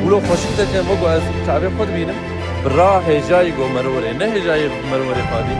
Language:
Kurdish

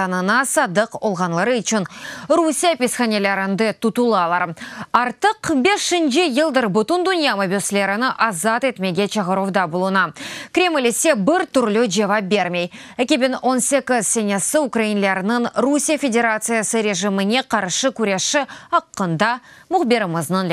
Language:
Crimean Tatar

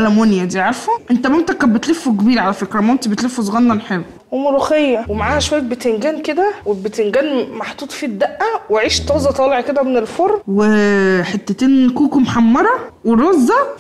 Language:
Egyptian Arabic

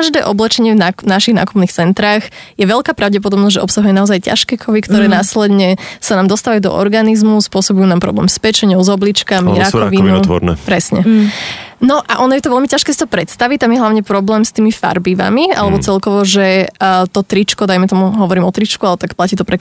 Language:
Slovak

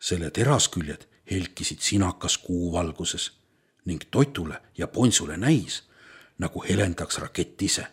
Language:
Estonian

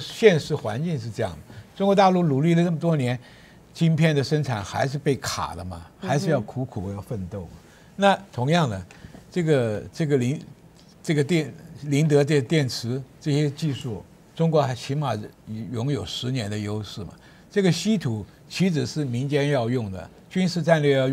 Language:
Chinese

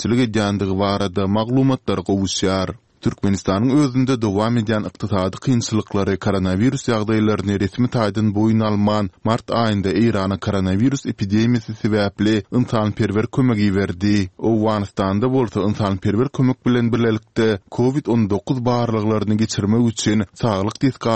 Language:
Turkmen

